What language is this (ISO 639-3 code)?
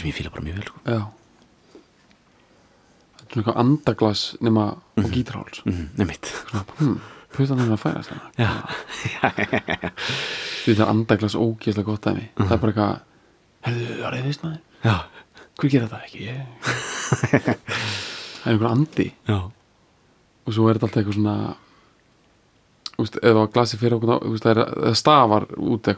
isl